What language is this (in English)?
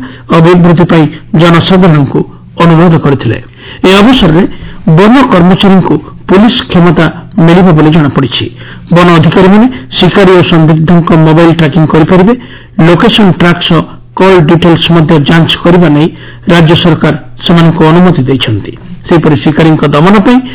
Odia